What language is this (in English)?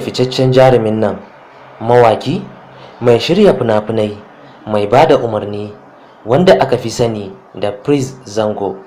Hausa